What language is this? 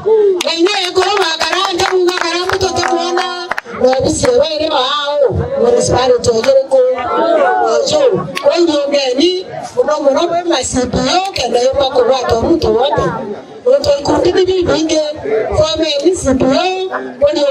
Meru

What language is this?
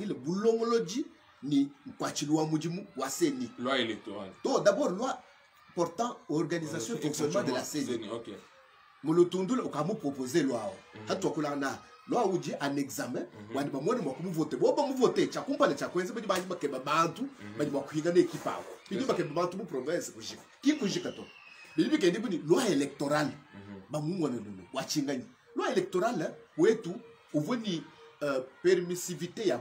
Luba-Lulua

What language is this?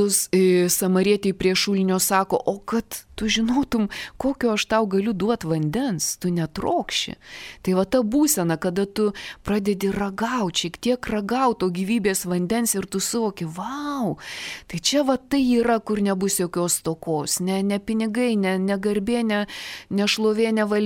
Lithuanian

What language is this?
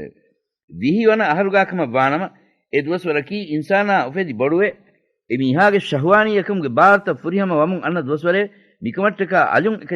Divehi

